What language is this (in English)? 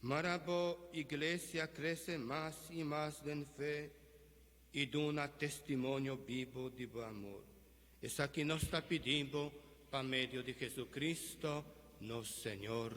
Papiamento